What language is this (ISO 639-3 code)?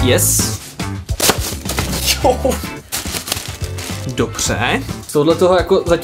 ces